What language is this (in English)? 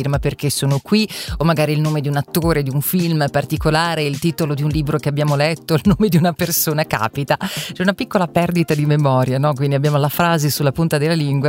Italian